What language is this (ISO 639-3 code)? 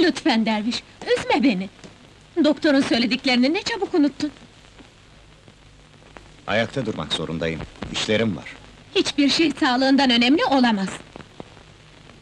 tur